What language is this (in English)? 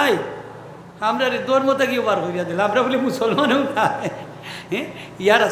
Sylheti